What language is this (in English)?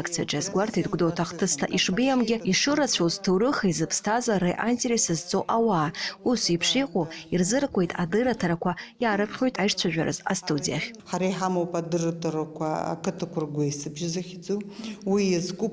Abkhazian